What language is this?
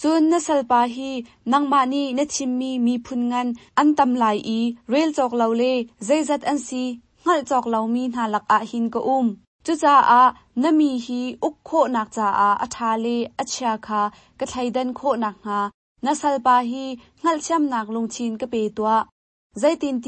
Hakha Chin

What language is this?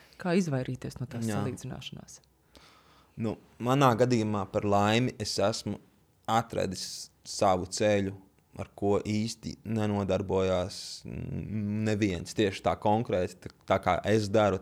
Latvian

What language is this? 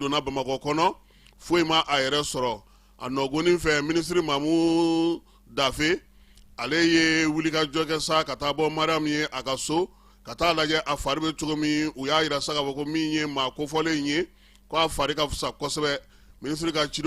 Bambara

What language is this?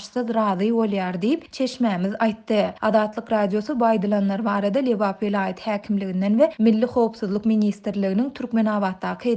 Turkmen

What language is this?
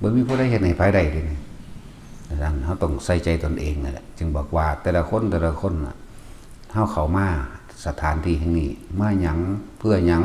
Northeastern Thai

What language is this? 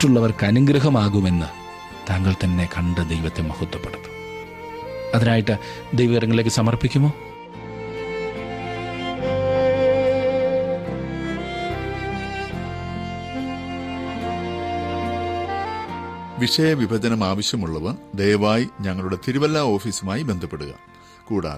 Malayalam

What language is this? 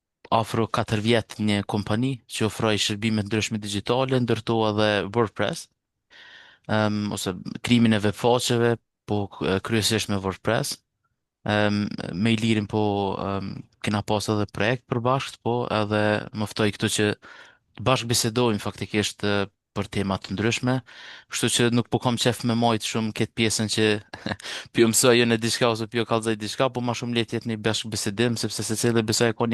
Albanian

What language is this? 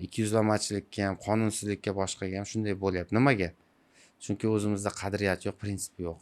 Uzbek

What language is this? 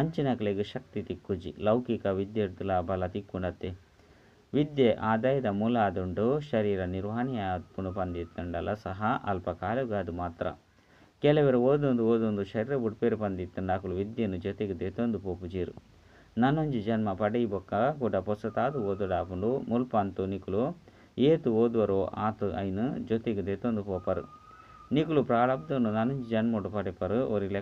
Tulu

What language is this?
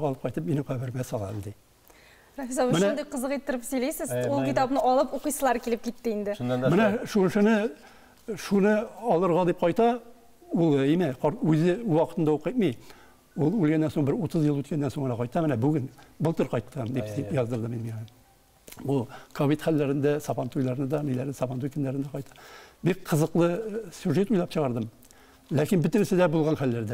Tatar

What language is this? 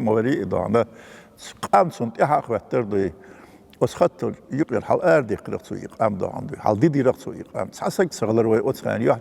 Chechen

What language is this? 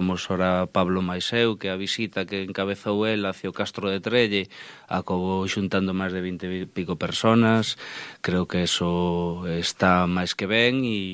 Galician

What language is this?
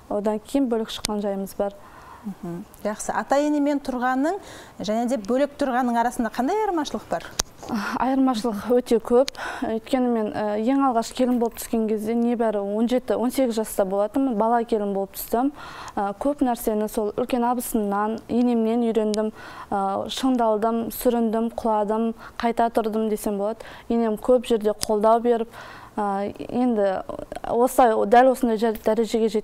Kazakh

